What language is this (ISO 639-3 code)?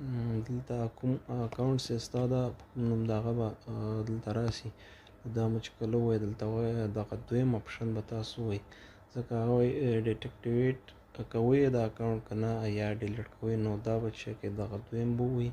pus